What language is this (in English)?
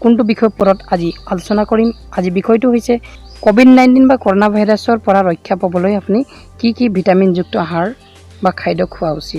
Assamese